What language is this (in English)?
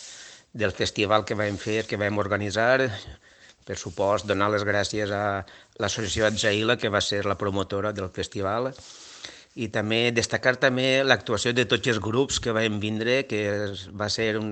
Catalan